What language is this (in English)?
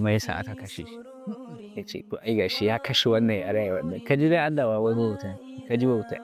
Hausa